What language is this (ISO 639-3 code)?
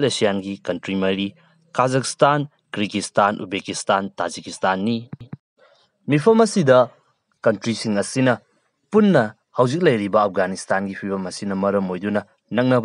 mni